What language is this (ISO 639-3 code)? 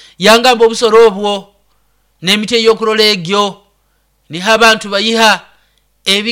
nyo